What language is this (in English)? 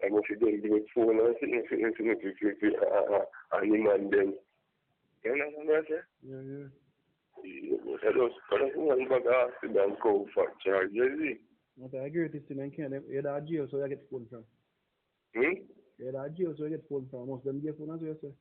Jamaican Creole English